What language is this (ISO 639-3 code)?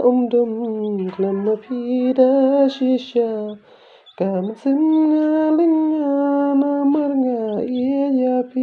kha